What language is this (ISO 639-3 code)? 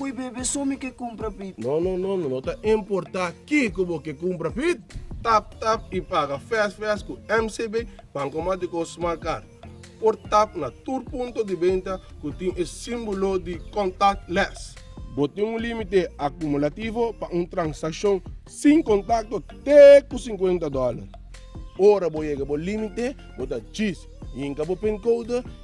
pap